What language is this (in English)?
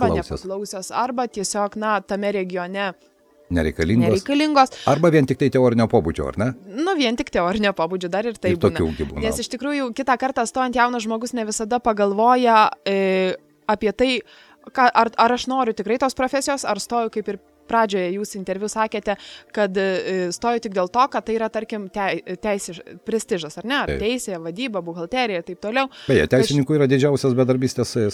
Lithuanian